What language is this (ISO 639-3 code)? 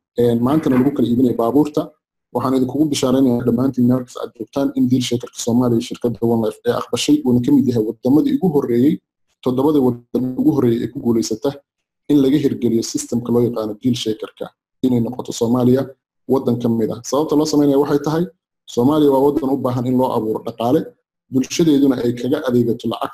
som